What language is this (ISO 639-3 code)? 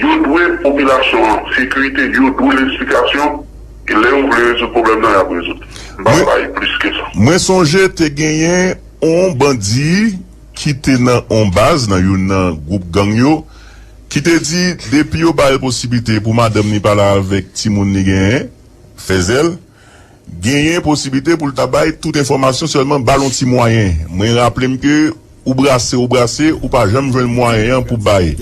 hat